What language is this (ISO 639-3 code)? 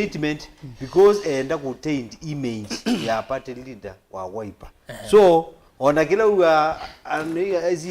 kam